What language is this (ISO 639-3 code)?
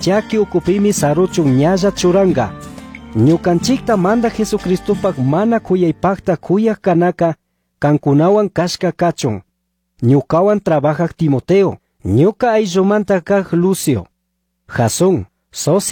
qug